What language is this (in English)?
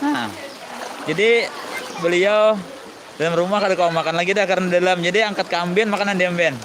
Banjar